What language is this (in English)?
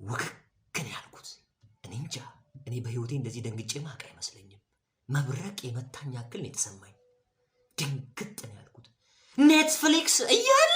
Amharic